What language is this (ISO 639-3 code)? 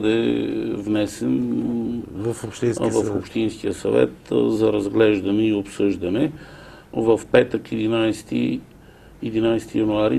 bul